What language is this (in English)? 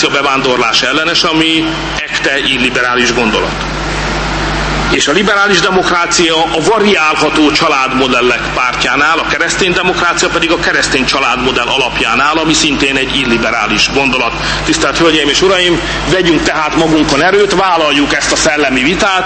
Hungarian